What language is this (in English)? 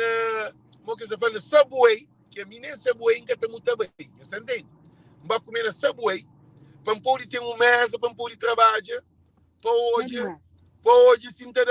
Kabuverdianu